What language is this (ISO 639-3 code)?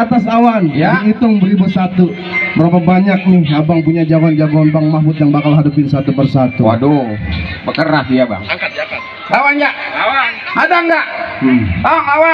bew